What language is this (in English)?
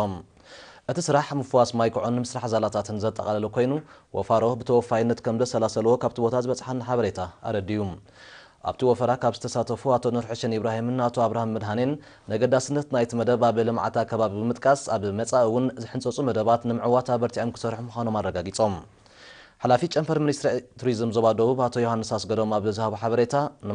Tigrinya